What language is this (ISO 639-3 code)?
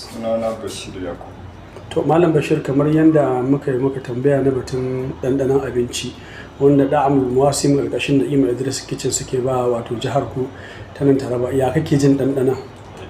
hau